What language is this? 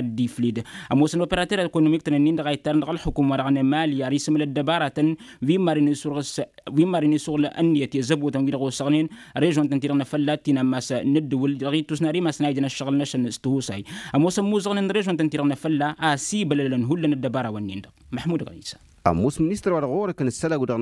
Tamasheq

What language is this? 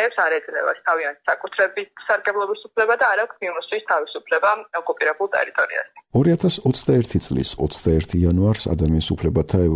Georgian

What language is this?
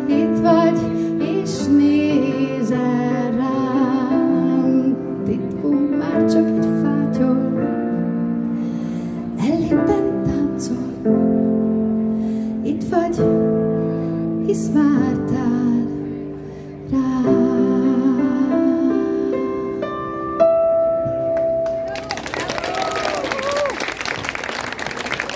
Hungarian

